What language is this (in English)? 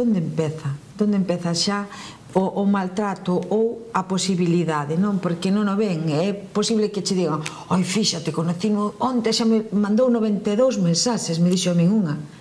Galician